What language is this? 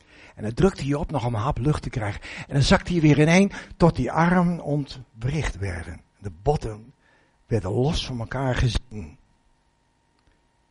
Dutch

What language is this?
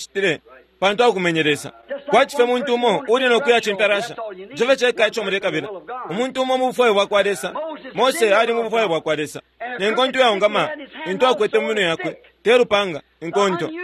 Bemba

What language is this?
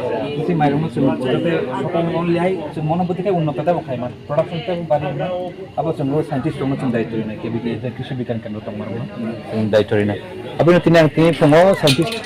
Riang (India)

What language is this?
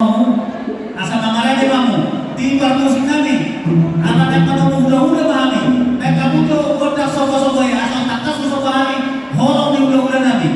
Batak Toba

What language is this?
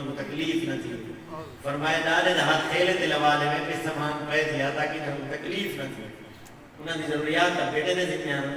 Saraiki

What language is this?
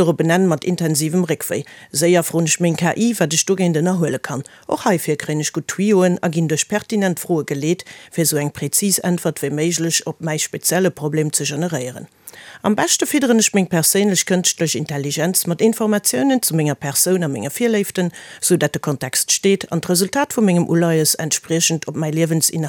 Luxembourgish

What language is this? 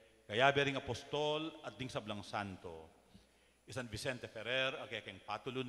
Pampanga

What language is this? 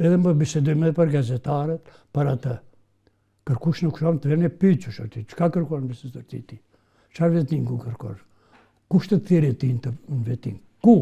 Albanian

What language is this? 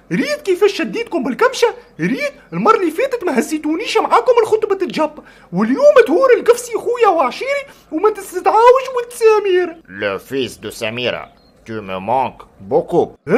Tunisian Arabic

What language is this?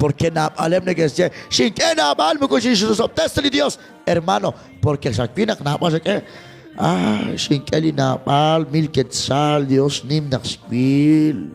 Kekchí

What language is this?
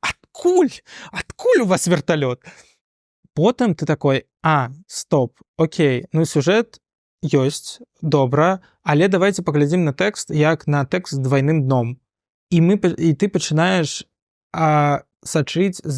Belarusian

